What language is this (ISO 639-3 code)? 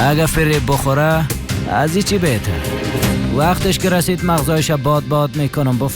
fas